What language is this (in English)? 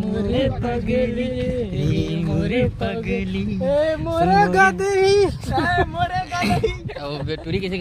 Chhattisgarhi